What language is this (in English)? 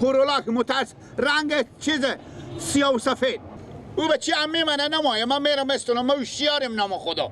Persian